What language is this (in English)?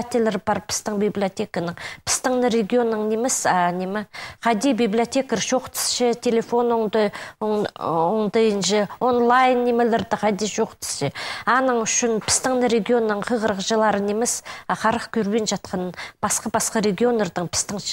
Khakas